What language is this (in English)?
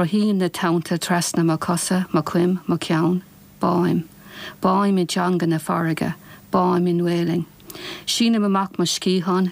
Irish